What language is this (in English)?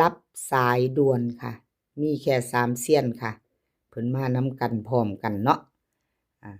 Northeastern Thai